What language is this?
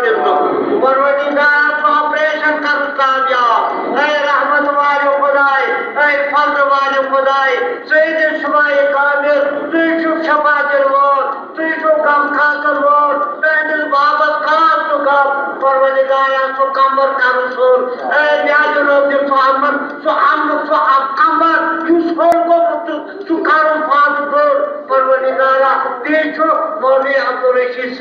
Kashmiri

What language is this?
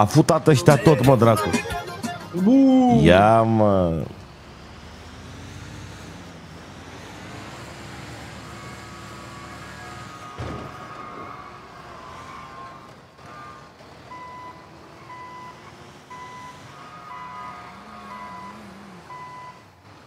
Romanian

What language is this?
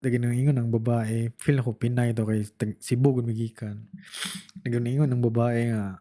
Cebuano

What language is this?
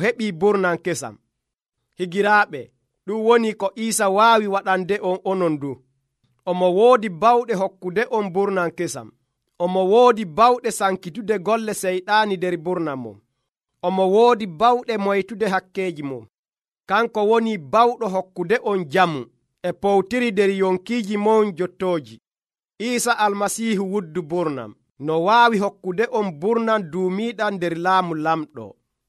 Nigerian Fulfulde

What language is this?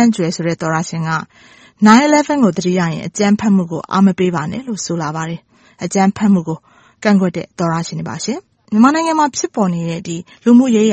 Burmese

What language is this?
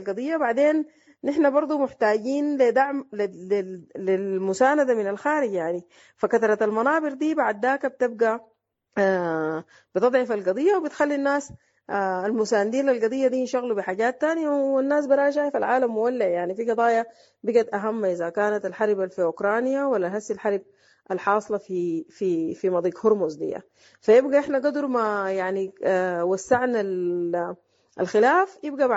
Sudanese Arabic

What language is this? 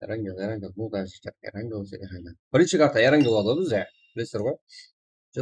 Kara-Kalpak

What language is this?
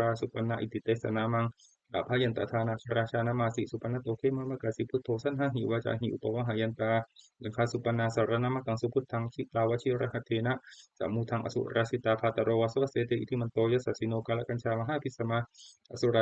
Pali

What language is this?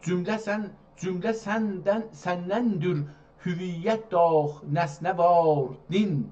South Azerbaijani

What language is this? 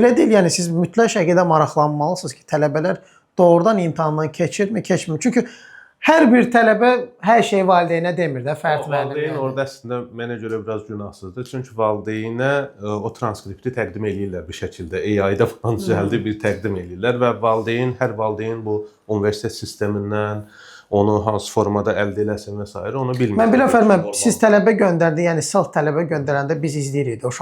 Azerbaijani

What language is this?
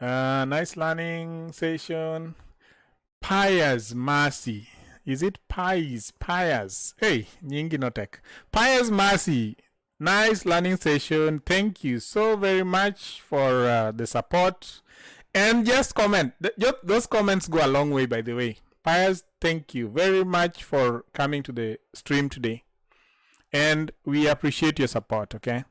Luo (Kenya and Tanzania)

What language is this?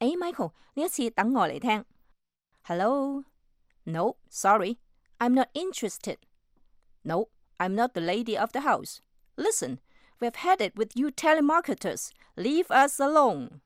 Cantonese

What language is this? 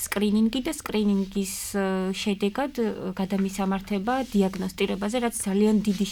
Georgian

